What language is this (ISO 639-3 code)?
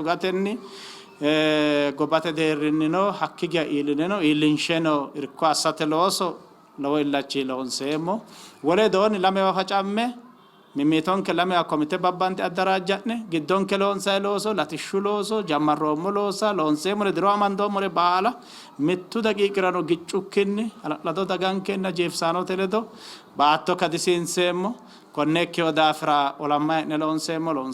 sid